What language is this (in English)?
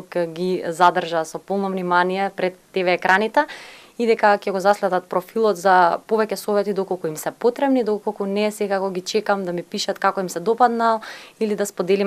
Macedonian